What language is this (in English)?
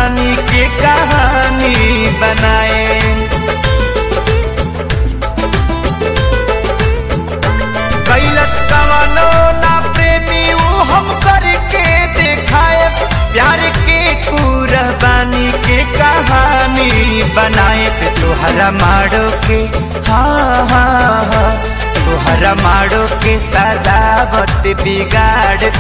Bhojpuri